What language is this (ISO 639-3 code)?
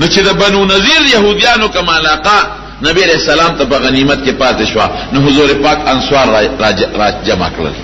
pus